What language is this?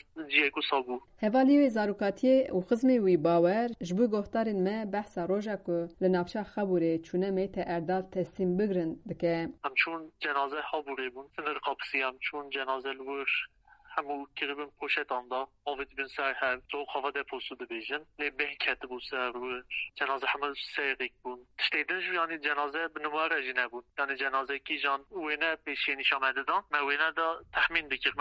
Kurdish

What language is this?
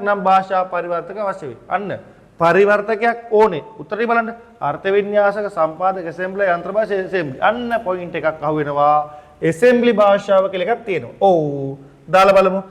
Sinhala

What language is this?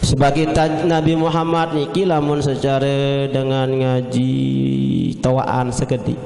Sasak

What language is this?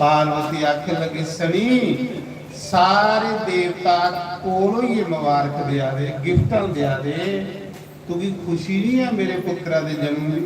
Dogri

